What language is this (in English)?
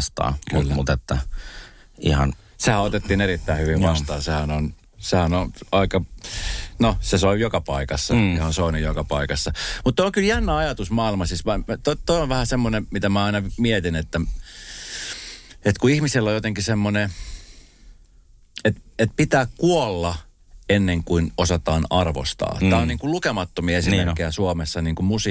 Finnish